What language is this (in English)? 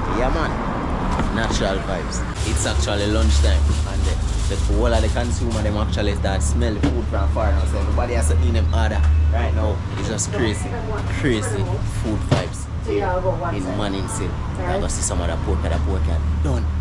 Jamaican Creole English